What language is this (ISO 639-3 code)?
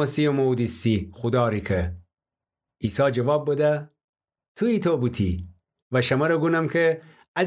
glk